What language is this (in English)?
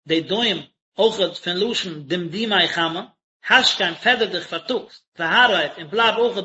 Yiddish